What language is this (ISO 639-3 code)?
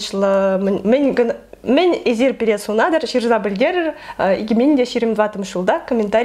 chv